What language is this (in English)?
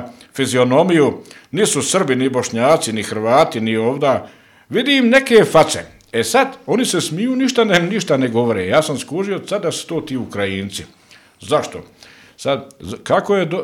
Bosnian